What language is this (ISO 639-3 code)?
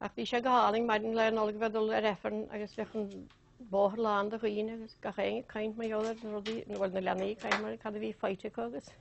gle